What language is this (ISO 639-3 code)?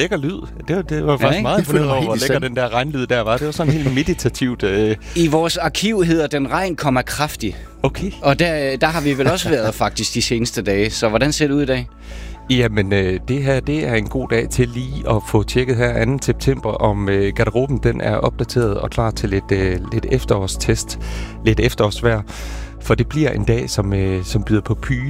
dan